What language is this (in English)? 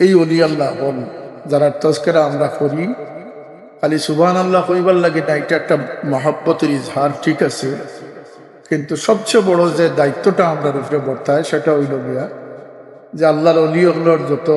Sylheti